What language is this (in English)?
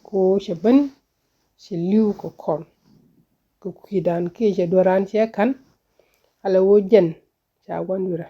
Nuer